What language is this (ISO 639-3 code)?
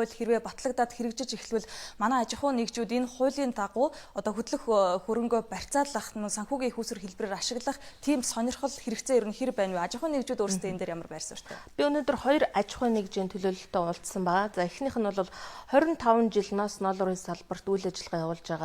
mon